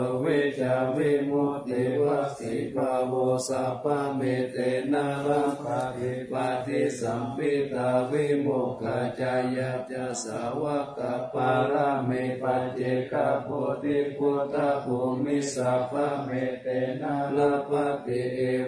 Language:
Pali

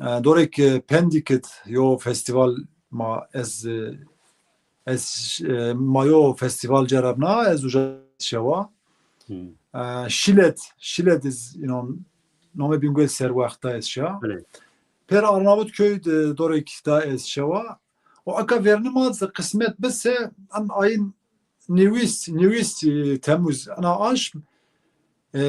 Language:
Zaza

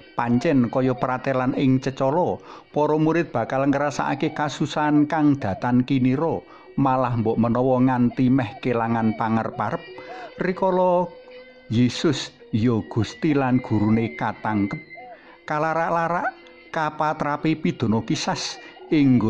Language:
Javanese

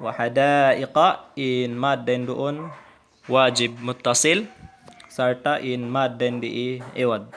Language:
Tausug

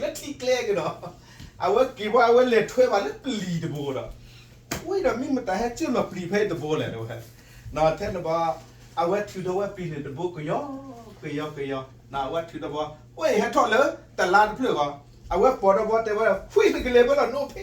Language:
S'gaw Karen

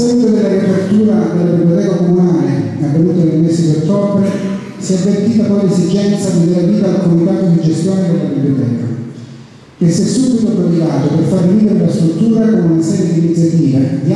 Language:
Italian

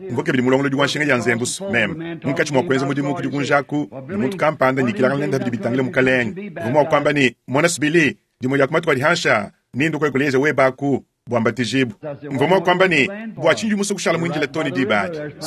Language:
Luba-Lulua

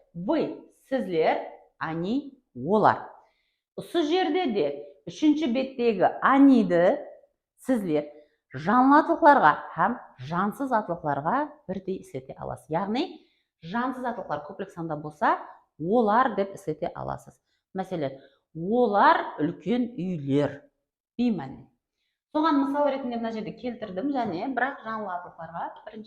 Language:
Kara-Kalpak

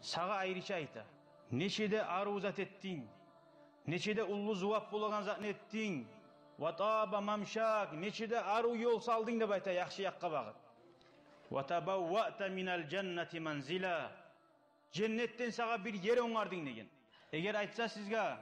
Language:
Kumyk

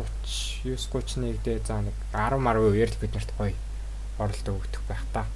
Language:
Mongolian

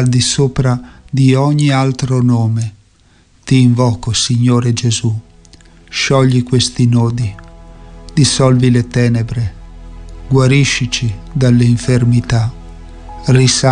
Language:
Italian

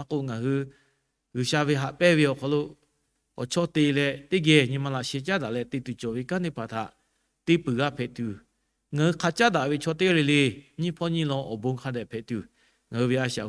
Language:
Lahu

